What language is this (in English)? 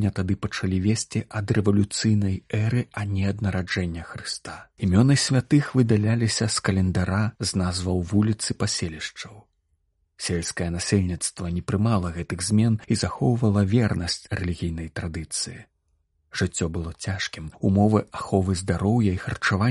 Belarusian